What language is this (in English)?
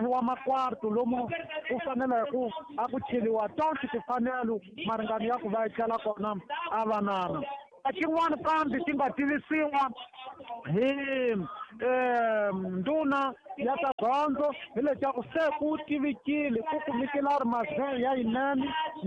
Tsonga